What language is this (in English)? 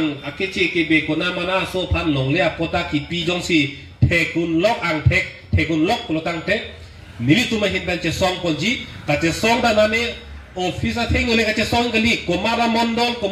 Karbi